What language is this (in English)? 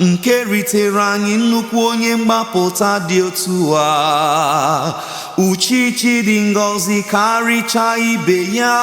Igbo